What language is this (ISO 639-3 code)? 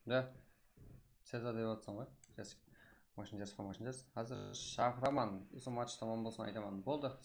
kaa